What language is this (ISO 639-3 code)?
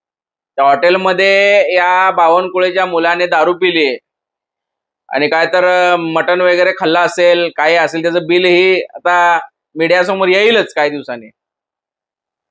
mar